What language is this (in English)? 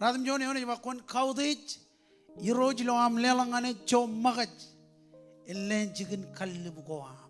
Marshallese